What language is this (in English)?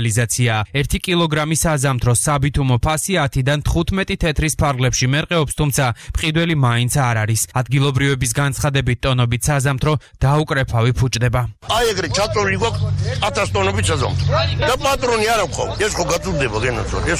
Georgian